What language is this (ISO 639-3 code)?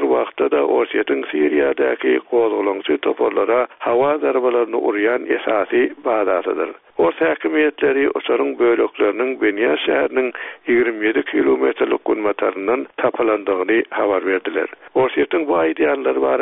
tuk